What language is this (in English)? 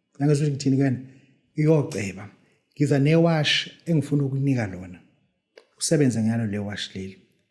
Zulu